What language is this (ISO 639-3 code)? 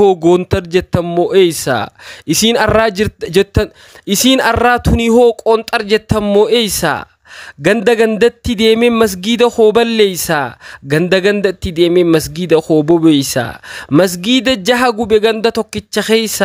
orm